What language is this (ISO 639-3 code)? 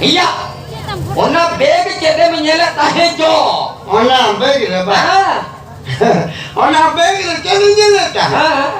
sat